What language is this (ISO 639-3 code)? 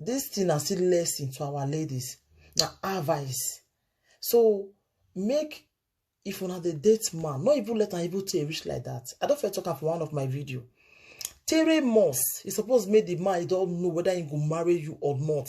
pcm